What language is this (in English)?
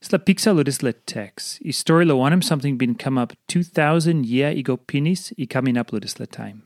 Tok Pisin